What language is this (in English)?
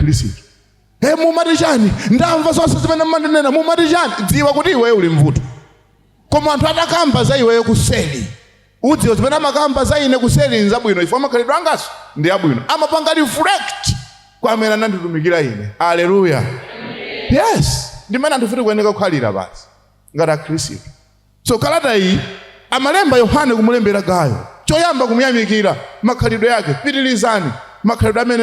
Nyanja